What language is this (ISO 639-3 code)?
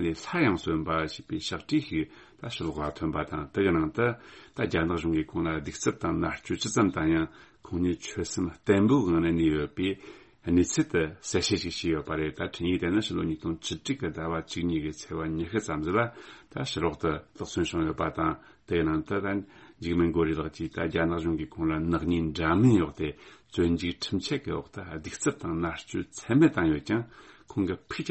bod